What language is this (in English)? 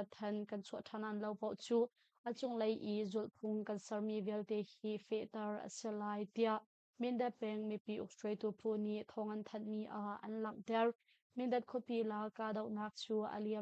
Hakha Chin